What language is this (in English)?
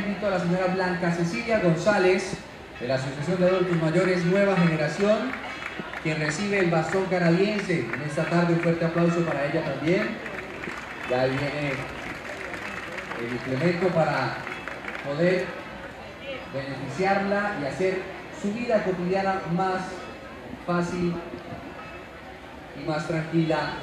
Spanish